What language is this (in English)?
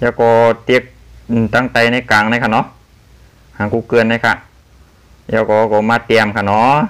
Shan